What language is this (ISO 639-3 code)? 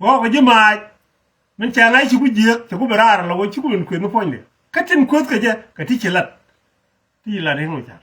nus